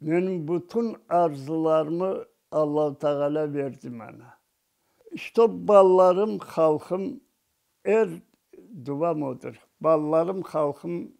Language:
Crimean Tatar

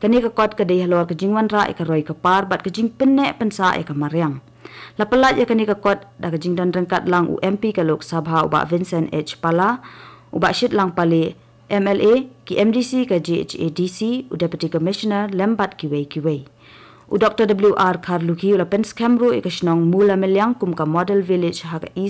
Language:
Khasi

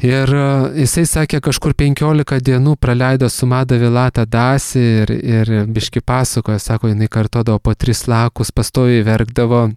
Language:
Lithuanian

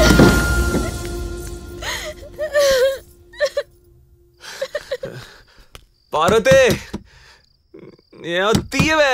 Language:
Telugu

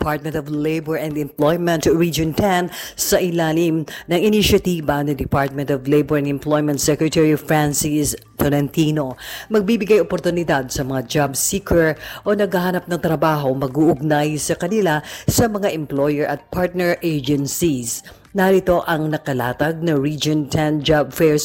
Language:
Filipino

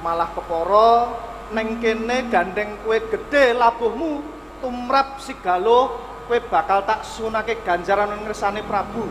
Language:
Javanese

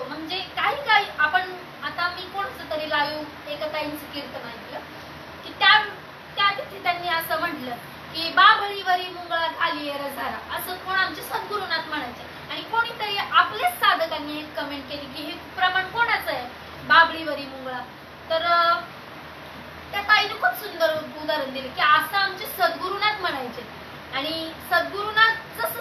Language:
Marathi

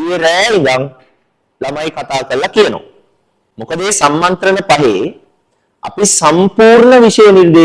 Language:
Sinhala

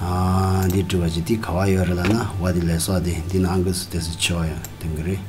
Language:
Tibetan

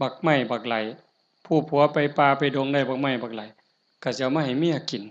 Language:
Northeastern Thai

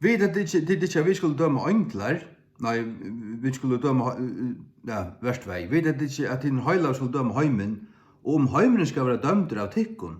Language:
Faroese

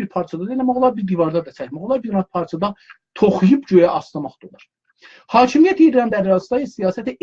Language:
South Azerbaijani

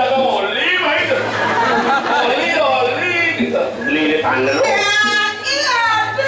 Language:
Balinese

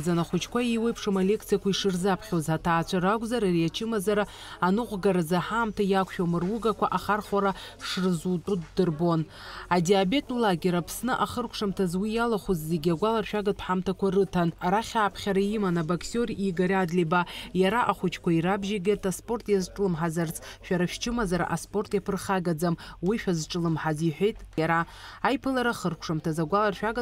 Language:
Abkhazian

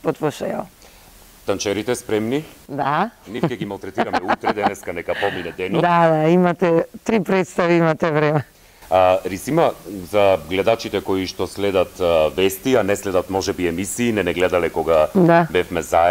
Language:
Macedonian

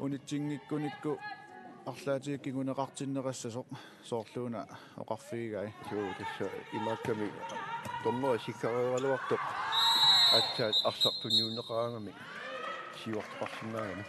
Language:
Kalaallisut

